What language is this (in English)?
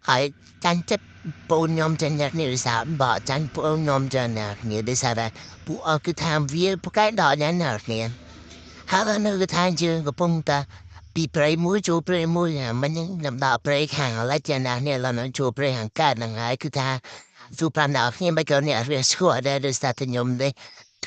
Khmer